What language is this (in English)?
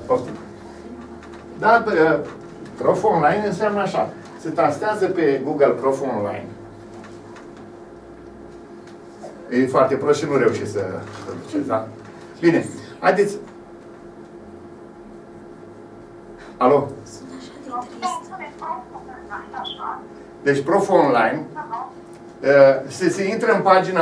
Romanian